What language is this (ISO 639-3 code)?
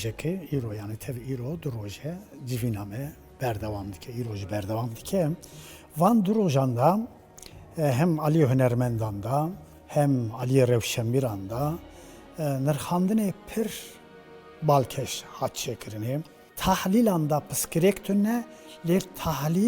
kur